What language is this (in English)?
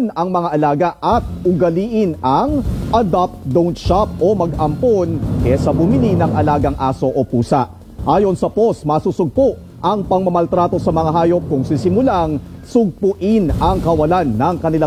Filipino